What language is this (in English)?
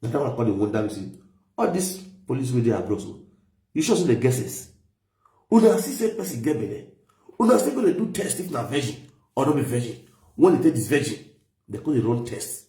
Nigerian Pidgin